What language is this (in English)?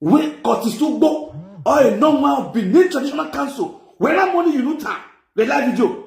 Nigerian Pidgin